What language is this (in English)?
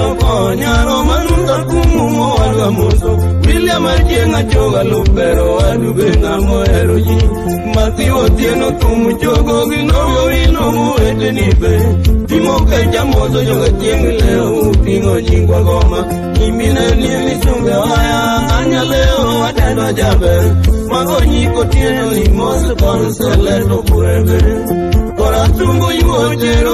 Luo (Kenya and Tanzania)